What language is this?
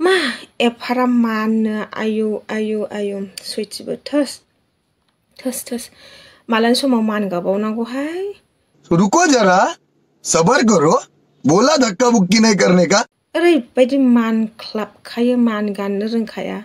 Bodo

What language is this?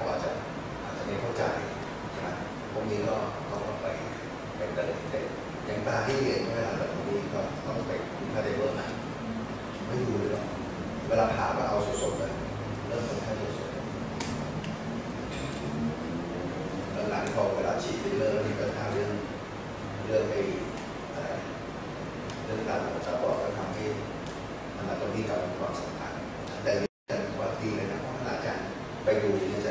Thai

